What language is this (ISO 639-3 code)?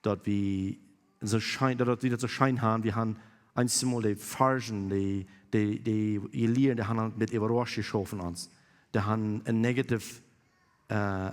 pdt